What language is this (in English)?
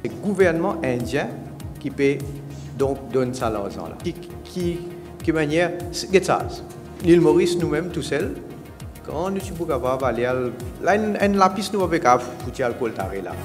Morisyen